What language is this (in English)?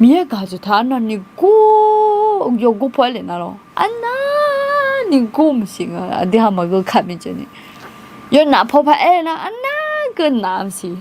Akha